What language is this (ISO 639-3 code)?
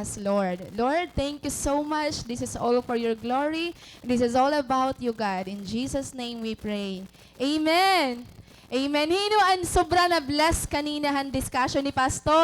war